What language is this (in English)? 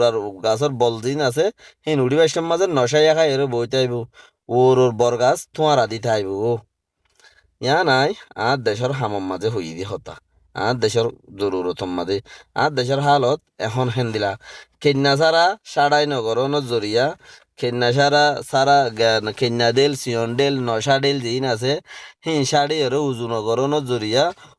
Rohingya